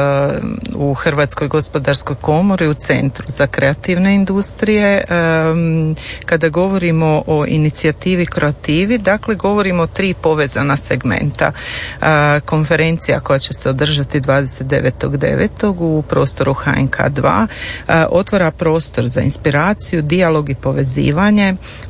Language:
Croatian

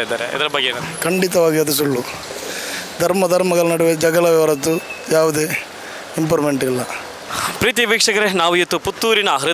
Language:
Kannada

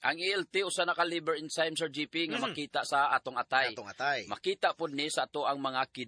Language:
Cebuano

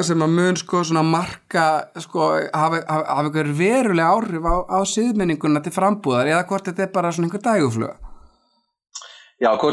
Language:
Icelandic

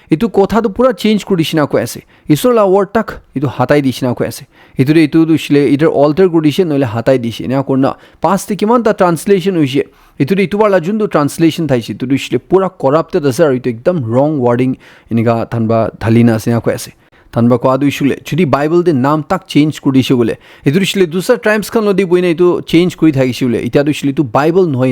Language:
Naga Pidgin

